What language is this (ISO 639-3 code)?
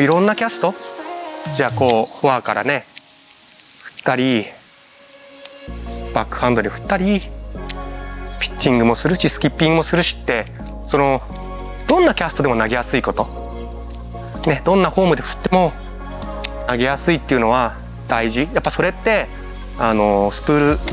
jpn